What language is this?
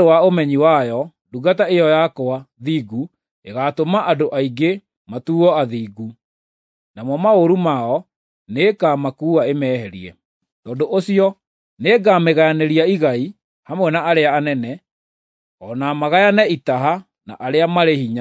Kikuyu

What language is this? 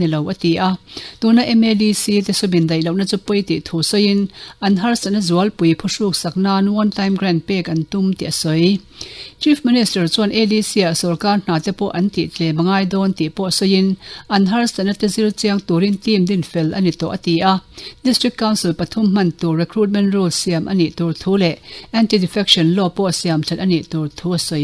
Mizo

